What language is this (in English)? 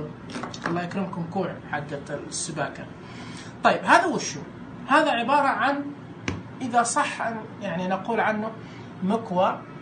Najdi Arabic